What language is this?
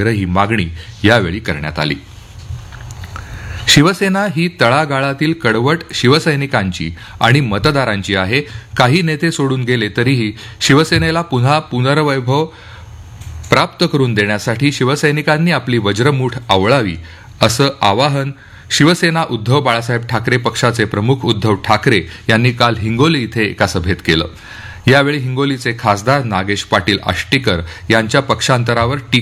Marathi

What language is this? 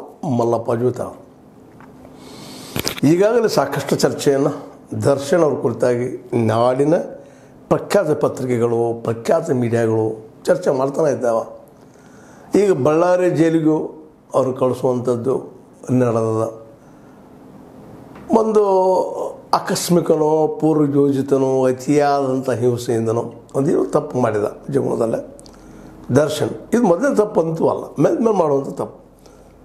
Kannada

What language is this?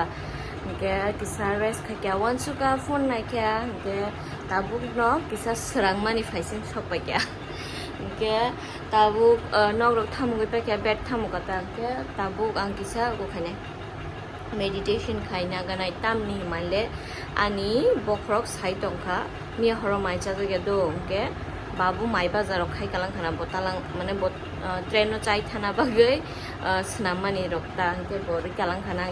Kok Borok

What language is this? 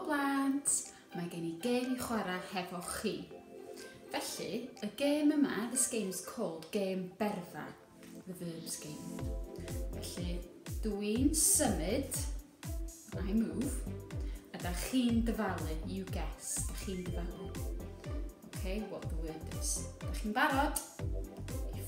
Welsh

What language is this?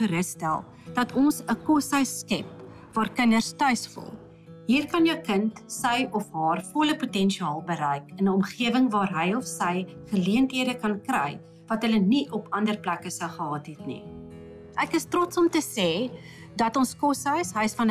Afrikaans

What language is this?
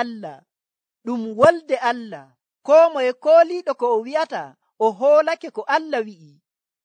Nigerian Fulfulde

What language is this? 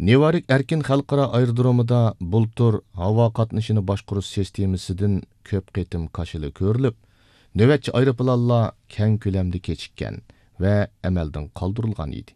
Uyghur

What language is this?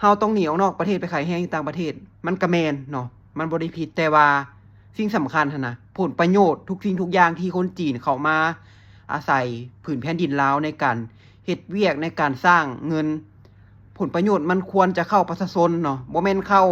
Lao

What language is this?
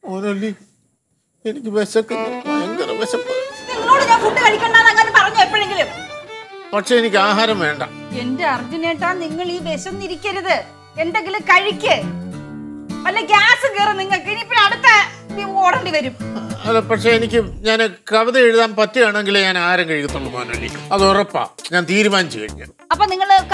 Malayalam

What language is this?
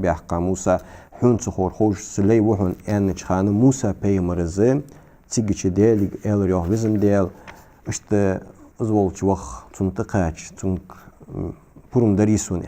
Ingush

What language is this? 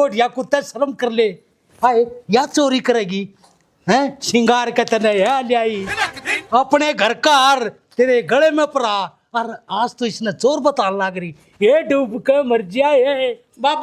Haryanvi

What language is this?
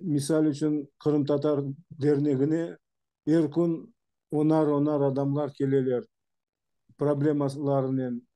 Crimean Tatar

